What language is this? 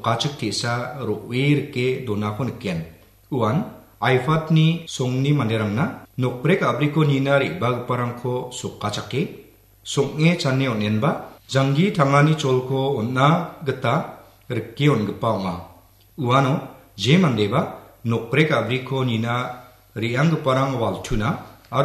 Garo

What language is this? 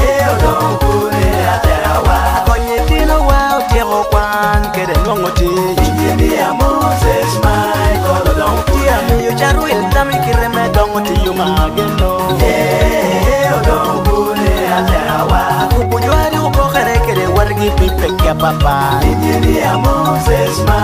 Lango (Uganda)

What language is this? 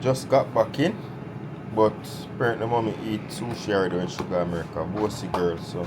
Jamaican Creole English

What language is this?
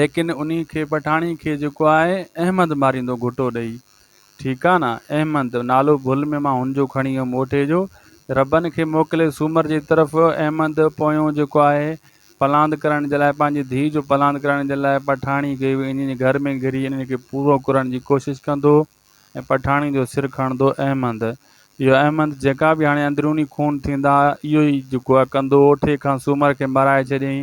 Sindhi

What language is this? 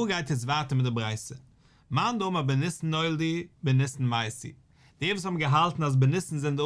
Yiddish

